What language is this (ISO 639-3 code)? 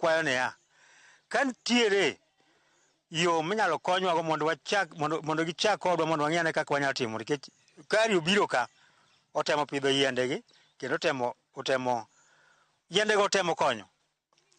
luo